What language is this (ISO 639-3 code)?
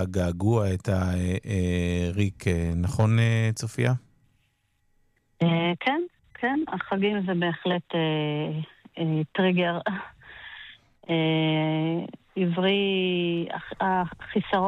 heb